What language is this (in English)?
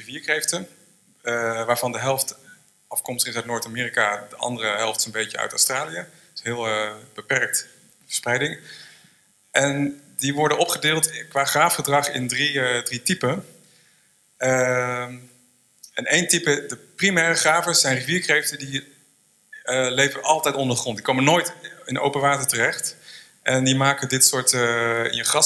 Dutch